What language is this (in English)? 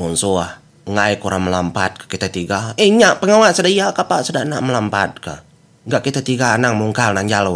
Iban